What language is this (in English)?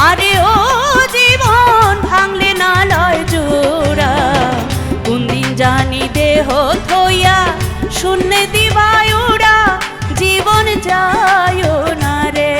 Sylheti